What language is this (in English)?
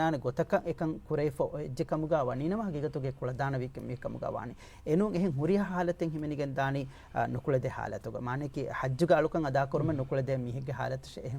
Divehi